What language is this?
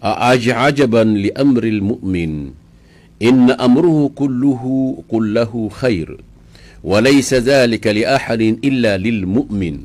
Maranao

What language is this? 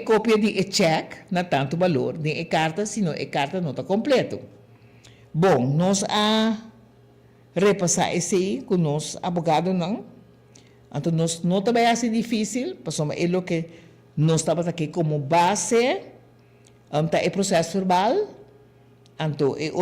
Papiamento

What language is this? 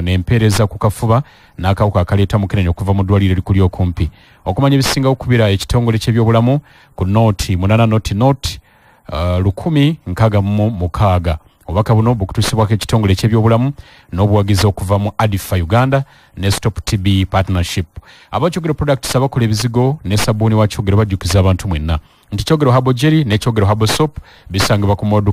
Ganda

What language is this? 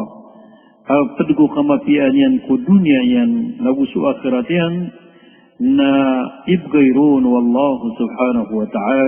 Maranao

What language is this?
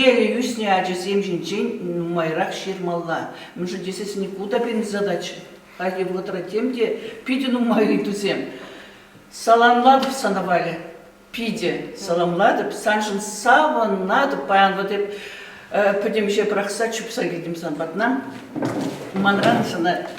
Chuvash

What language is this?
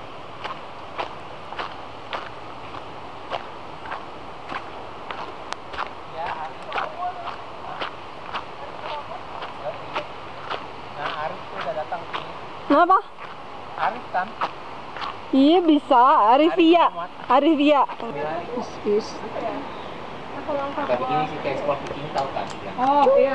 Indonesian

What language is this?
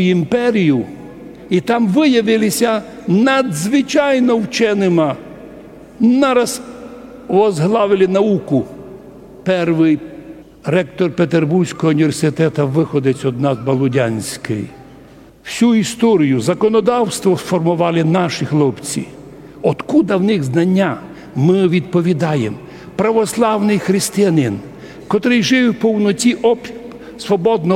Rusyn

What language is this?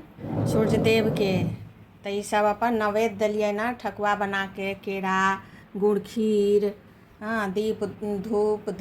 Maithili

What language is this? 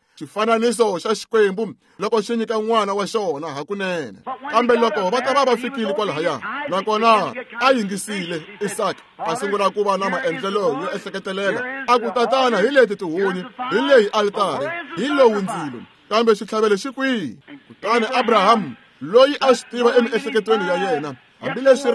Tsonga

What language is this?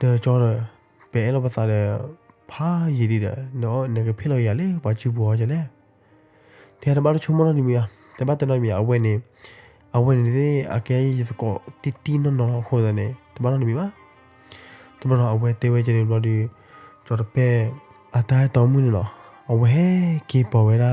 S'gaw Karen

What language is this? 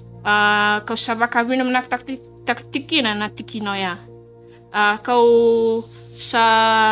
Fijian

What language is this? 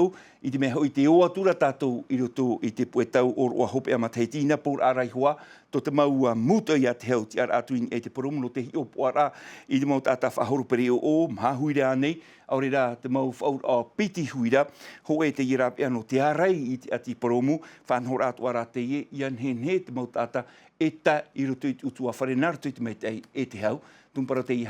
Tahitian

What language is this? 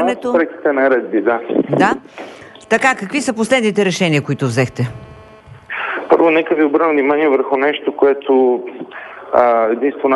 Bulgarian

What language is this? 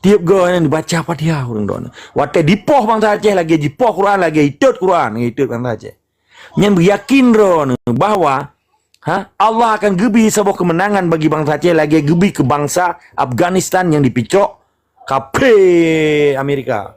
Achinese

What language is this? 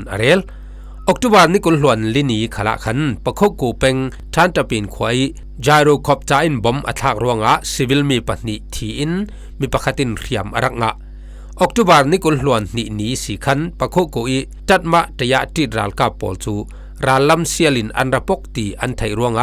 Falam Chin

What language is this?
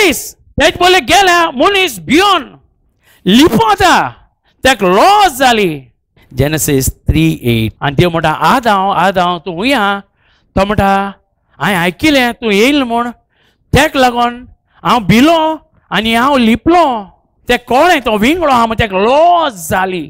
Konkani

